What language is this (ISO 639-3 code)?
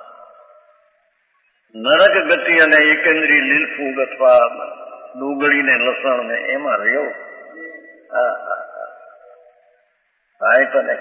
guj